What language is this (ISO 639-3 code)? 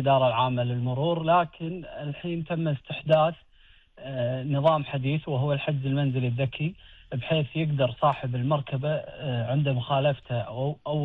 afb